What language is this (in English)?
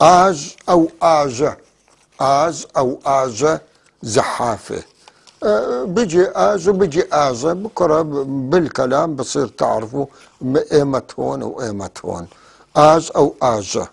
North Levantine Arabic